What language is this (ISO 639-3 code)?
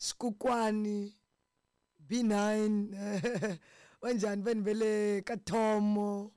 tso